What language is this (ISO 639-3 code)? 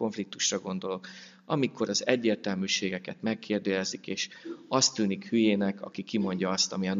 hun